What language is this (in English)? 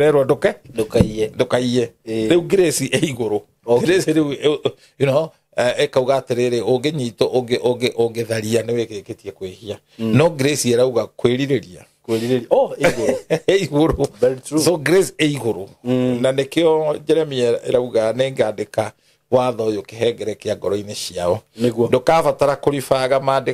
Kikuyu